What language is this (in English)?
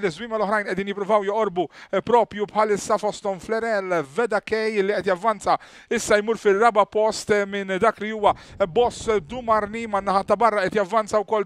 Maltese